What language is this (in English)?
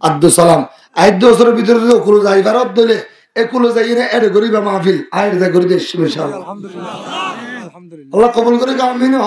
Rohingya